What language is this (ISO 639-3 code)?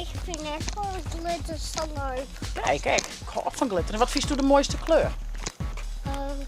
fry